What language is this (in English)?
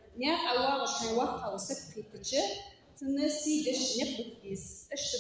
Ingush